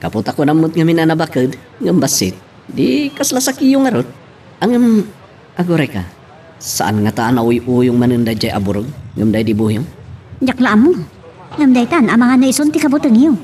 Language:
Iloko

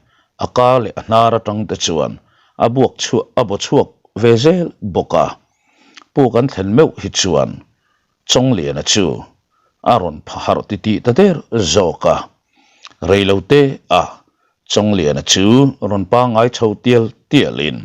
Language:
Mizo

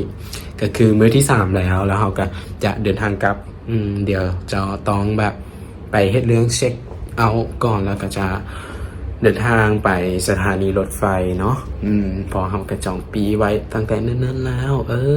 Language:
Lao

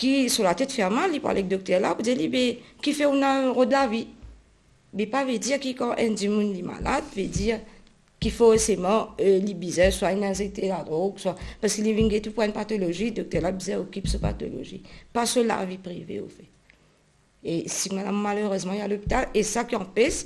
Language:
Morisyen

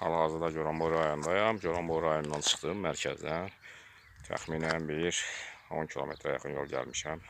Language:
Azerbaijani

